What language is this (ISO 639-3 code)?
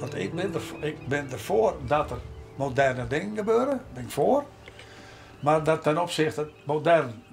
fry